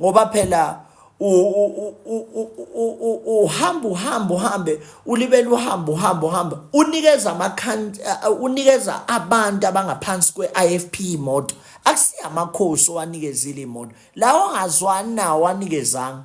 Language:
Zulu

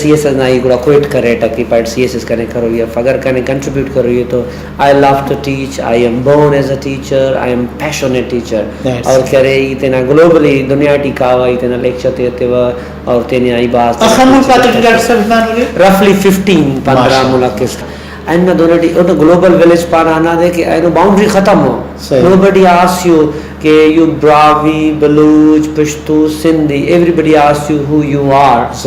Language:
Brahui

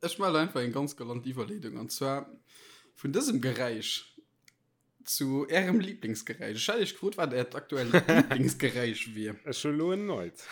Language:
Luxembourgish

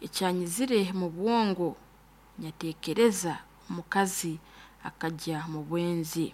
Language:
Nyoro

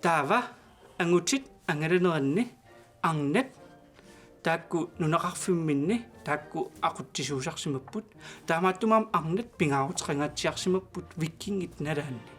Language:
Kalaallisut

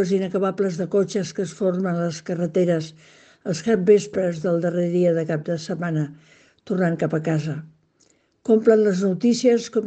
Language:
Catalan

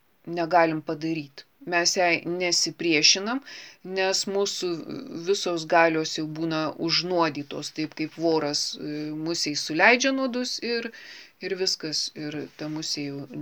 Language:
Lithuanian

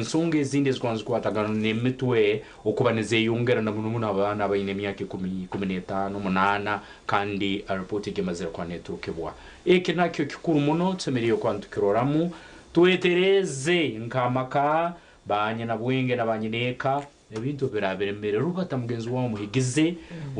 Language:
Nyankole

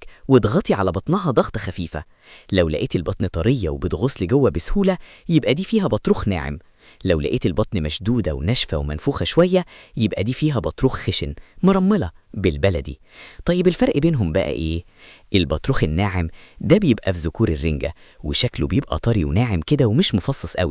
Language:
Egyptian Arabic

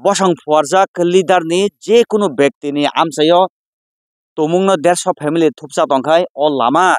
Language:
Kok Borok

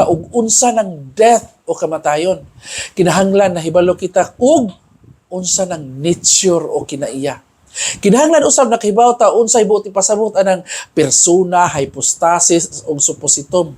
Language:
Cebuano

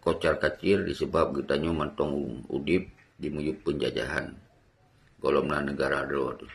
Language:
Achinese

